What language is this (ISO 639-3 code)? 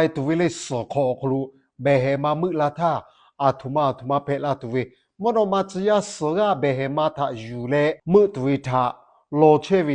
lhu